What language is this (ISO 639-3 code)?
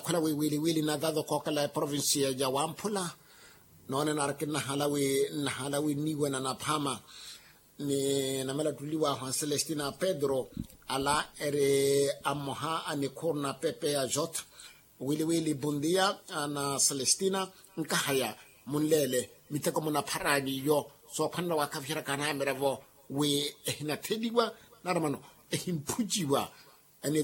vmw